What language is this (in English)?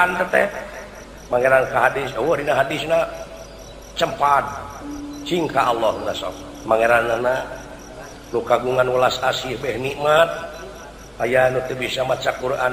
Sundanese